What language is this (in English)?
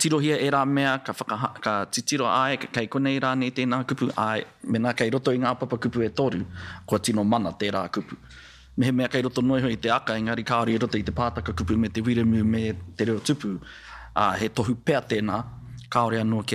Māori